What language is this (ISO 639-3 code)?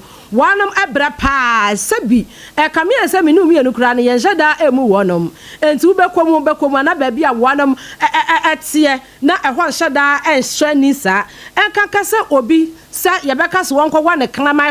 aka